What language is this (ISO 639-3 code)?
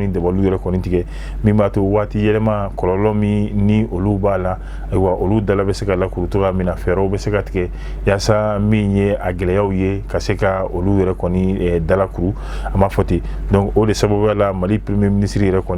bam